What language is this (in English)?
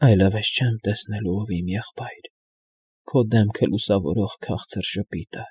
Armenian